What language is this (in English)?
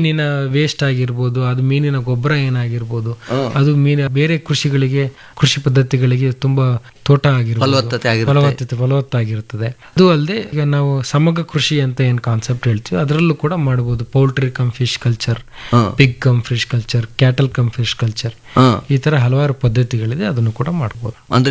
Kannada